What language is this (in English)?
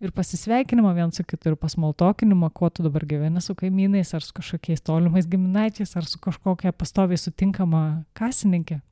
Lithuanian